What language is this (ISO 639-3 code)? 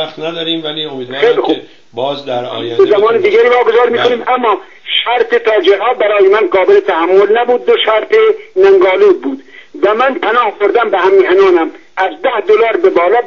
fas